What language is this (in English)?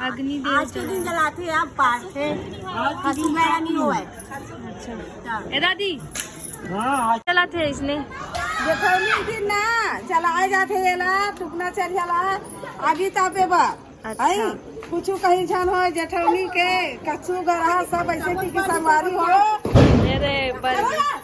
Chhattisgarhi